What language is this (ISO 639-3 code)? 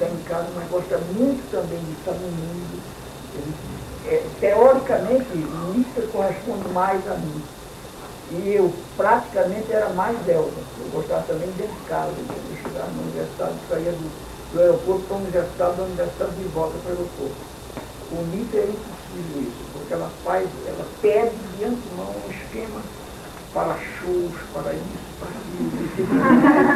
por